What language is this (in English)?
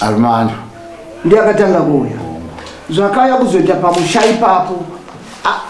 Shona